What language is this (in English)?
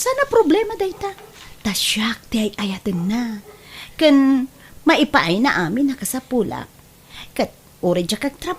Iloko